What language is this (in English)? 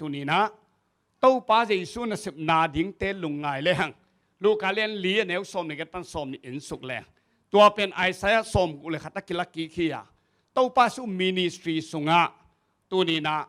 Tedim Chin